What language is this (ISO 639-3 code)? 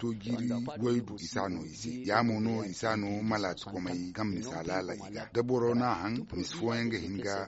dje